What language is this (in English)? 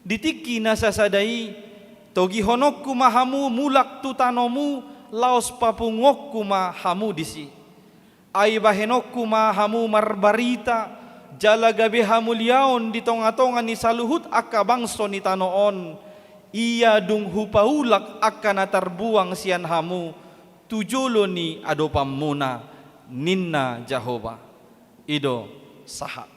Batak Toba